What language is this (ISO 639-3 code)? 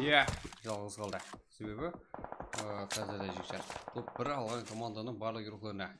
kaa